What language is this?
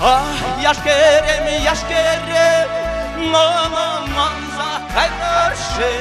Chuvash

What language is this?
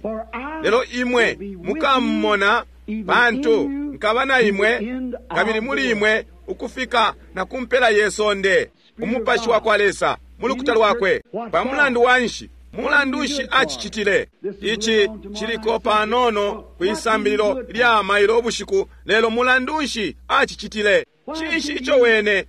Bemba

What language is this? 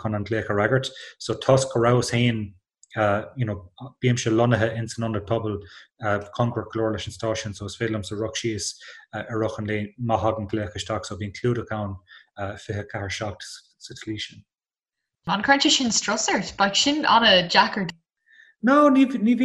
Irish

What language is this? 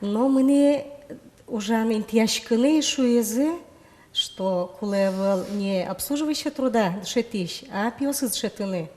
Udmurt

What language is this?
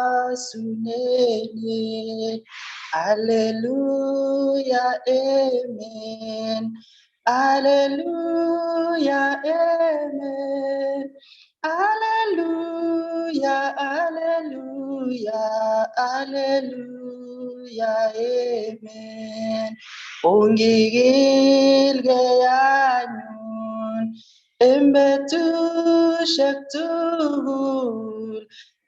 Kalenjin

